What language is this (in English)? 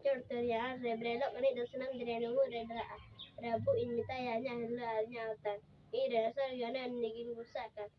Santali